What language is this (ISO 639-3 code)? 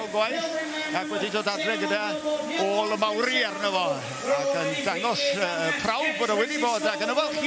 cym